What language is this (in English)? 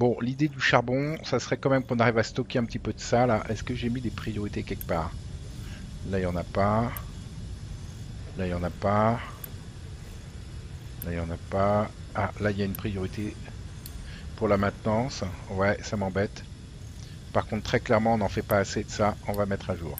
French